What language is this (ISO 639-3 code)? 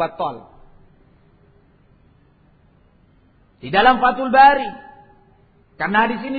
ind